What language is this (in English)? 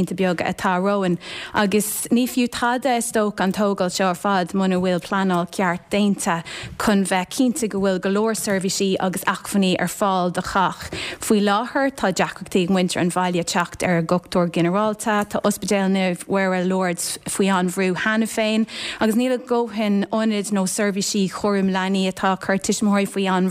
Irish